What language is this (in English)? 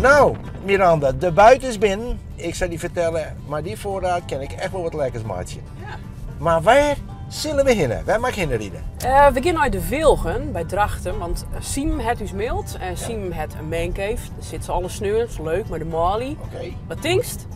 Western Frisian